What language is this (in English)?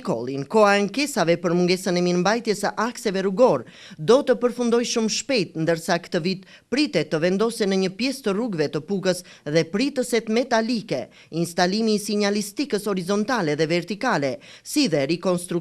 Albanian